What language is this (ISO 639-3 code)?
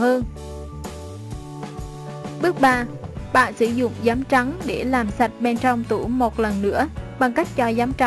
vie